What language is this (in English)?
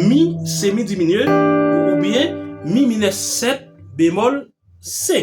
Haitian Creole